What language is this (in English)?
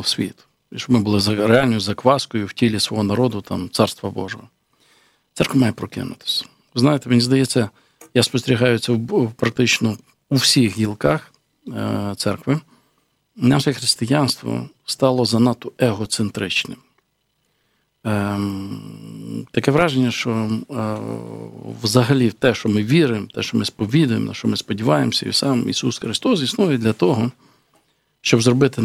Ukrainian